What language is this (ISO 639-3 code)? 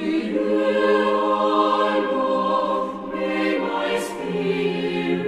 quh